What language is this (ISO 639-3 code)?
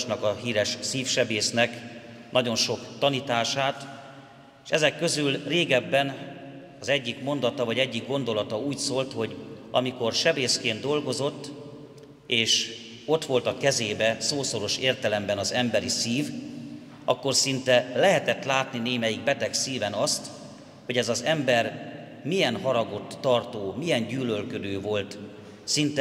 hun